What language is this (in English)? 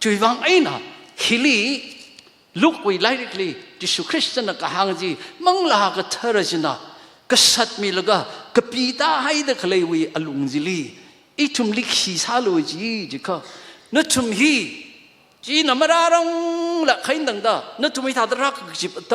Tangkhul Naga (India)